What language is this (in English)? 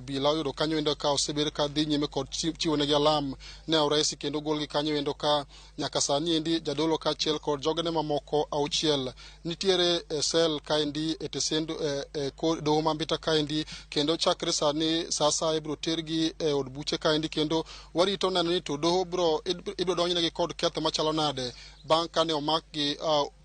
Luo (Kenya and Tanzania)